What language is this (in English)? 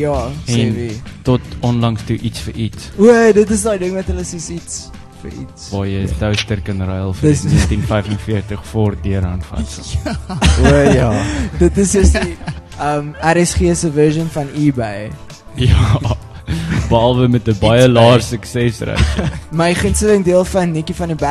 Afrikaans